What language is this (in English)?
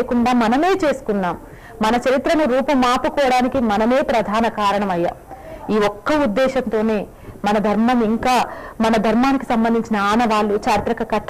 Telugu